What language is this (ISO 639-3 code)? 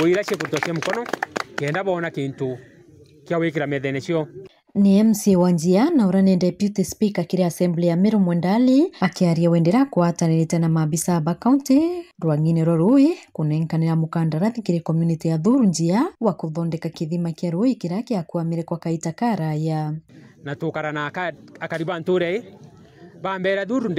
mer